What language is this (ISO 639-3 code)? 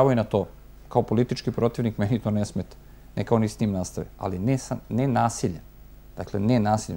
srp